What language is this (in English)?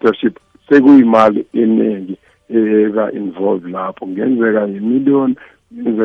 South Ndebele